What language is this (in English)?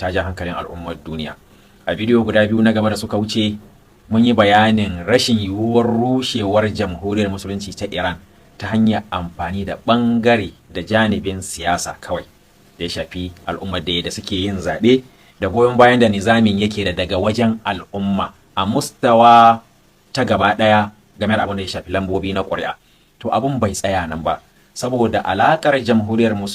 Hausa